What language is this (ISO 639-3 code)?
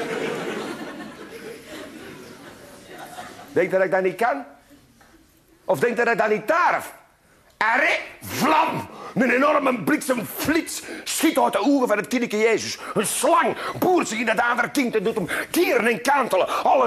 nld